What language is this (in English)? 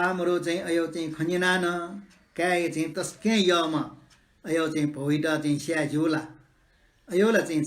Newari